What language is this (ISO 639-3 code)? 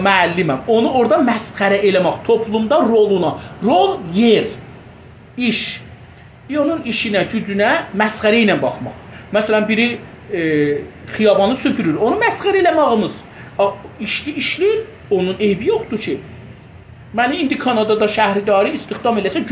azb